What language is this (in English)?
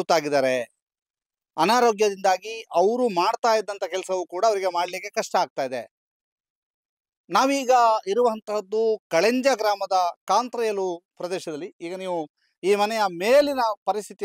Kannada